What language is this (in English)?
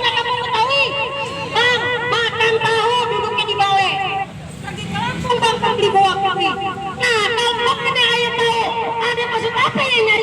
Betawi